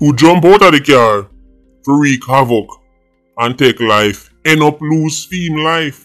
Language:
Jamaican Creole English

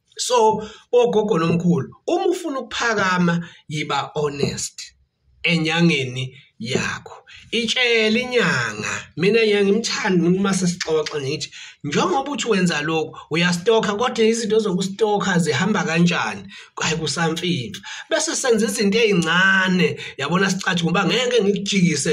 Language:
Zulu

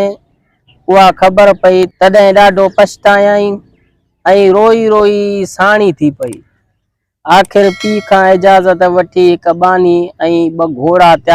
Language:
Sindhi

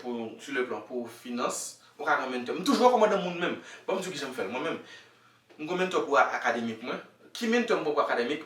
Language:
Haitian Creole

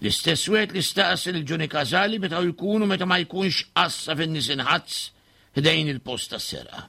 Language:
Maltese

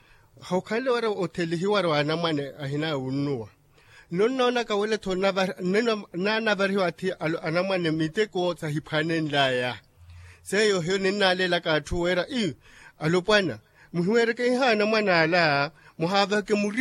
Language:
Makhuwa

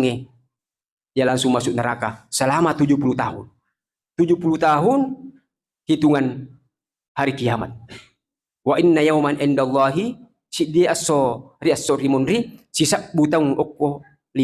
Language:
Buginese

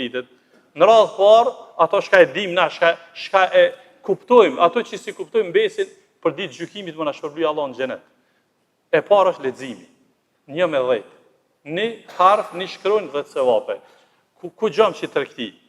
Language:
Albanian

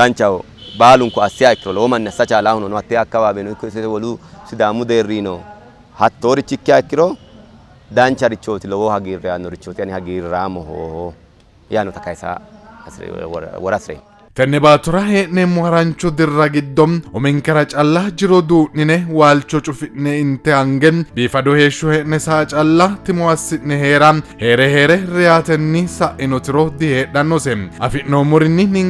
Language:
Sidamo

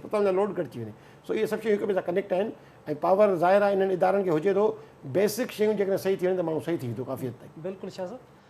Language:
Sindhi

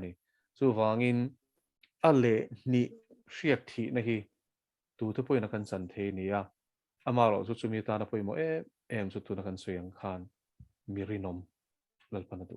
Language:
Mizo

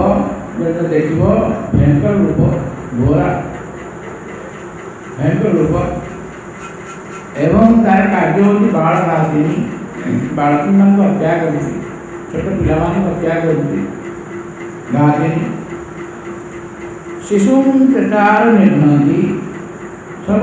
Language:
Odia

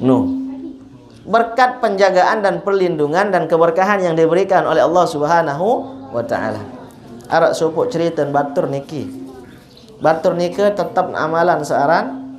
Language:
Sasak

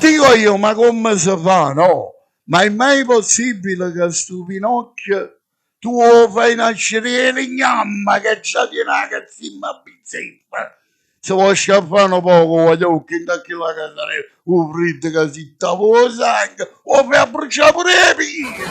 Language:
Neapolitan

